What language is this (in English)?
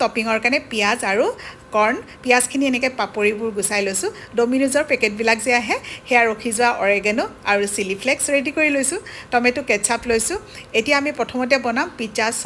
Assamese